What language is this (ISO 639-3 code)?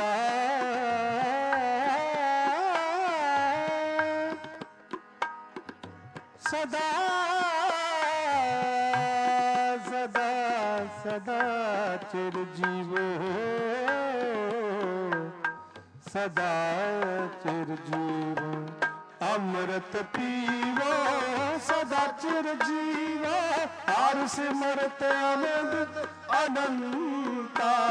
pan